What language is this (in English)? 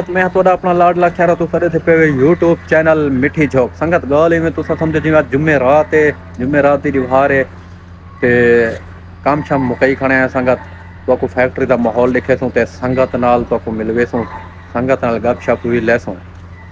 Saraiki